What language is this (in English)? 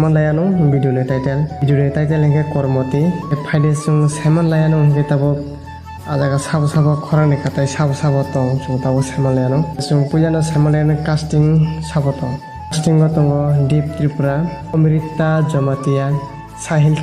Kok Borok